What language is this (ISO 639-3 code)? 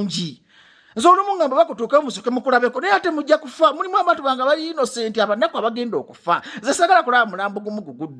lug